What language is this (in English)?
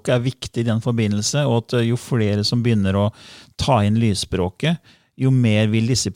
Norwegian